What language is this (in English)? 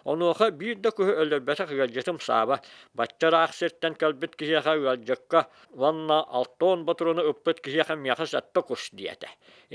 Yakut